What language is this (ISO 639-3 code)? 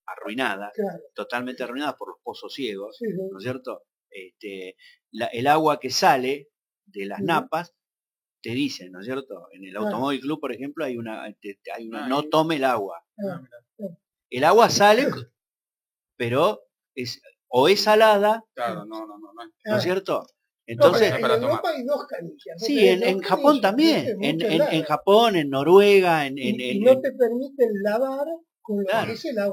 spa